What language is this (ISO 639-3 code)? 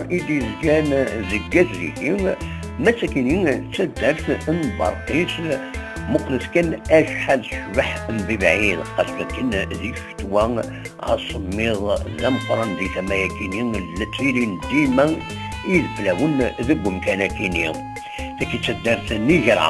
kab